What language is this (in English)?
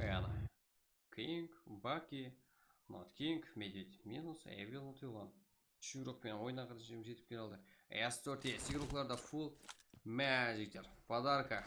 Kara-Kalpak